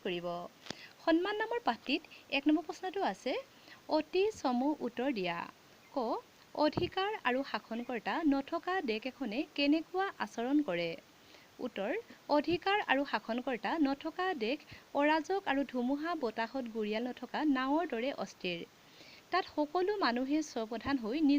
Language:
Assamese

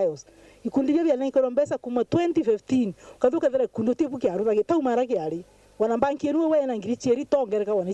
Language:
Meru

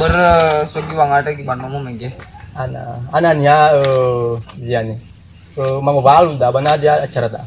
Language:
Nias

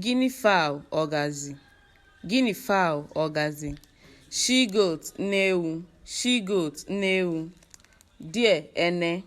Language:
Igbo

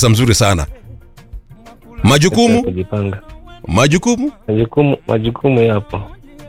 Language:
Swahili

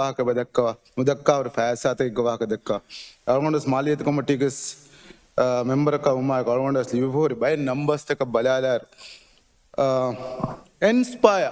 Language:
Divehi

